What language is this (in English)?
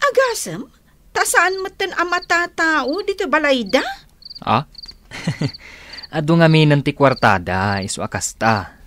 Iloko